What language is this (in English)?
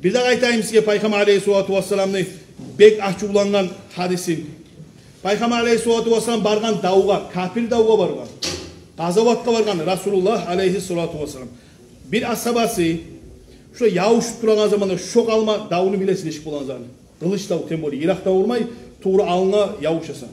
Kumyk